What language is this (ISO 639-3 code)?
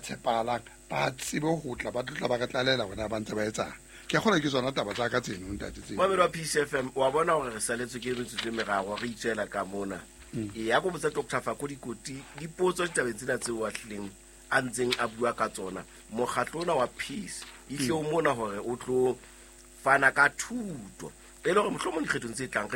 sot